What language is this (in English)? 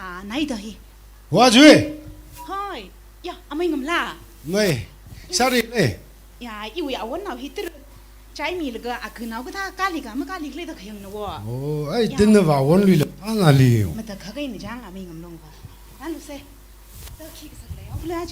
Tangkhul Naga (India)